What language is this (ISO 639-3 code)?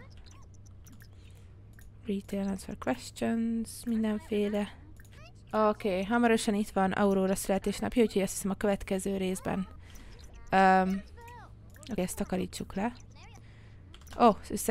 hun